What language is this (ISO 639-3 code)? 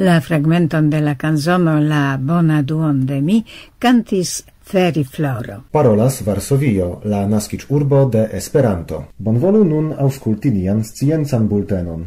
epo